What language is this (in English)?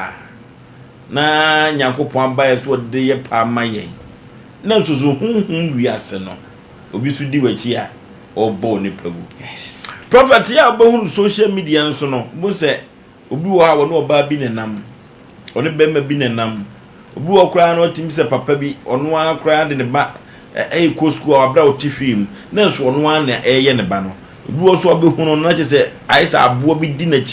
Akan